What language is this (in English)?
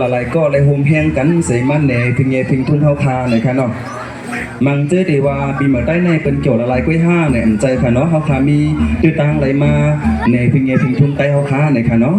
Shan